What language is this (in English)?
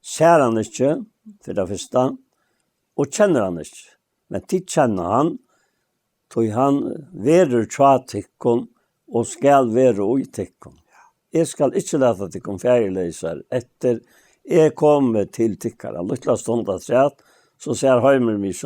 Faroese